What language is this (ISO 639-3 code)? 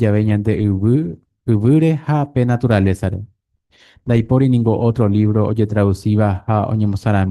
grn